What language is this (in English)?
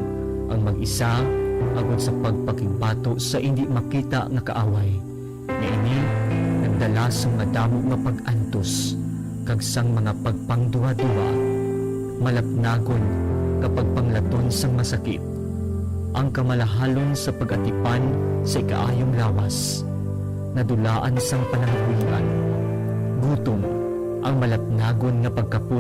Hiligaynon